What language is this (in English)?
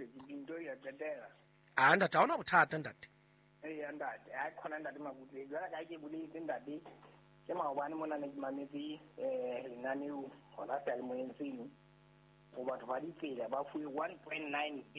Southern Sotho